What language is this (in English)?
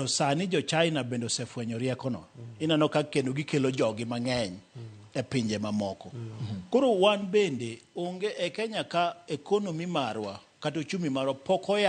Luo (Kenya and Tanzania)